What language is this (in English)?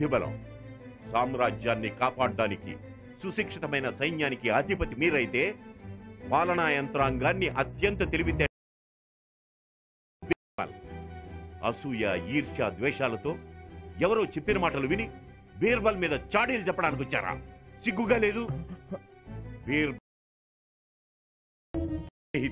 Telugu